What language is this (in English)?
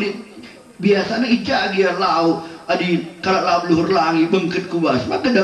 Batak Karo